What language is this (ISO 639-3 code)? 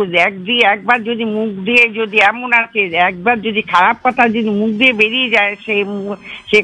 ben